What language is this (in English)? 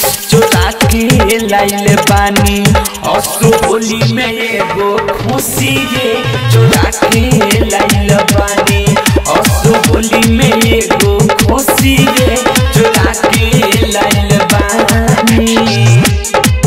Bhojpuri